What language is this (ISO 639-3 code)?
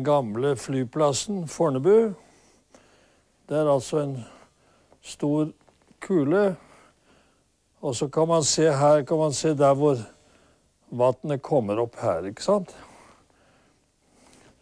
nor